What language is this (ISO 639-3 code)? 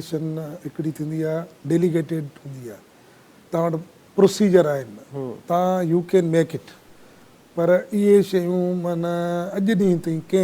snd